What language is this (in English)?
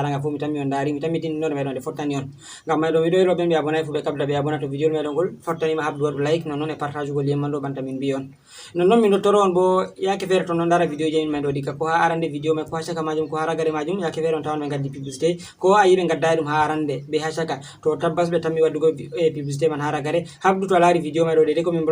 Fula